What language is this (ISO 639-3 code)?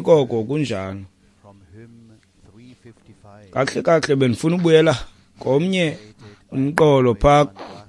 xho